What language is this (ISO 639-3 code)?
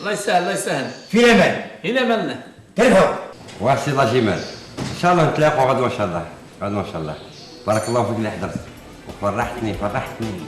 arq